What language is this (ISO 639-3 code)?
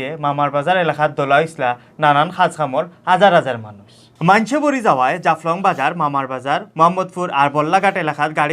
syl